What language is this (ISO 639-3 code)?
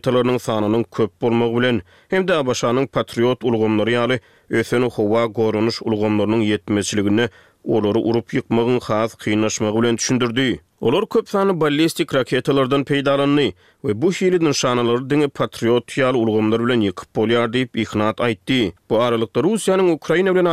tuk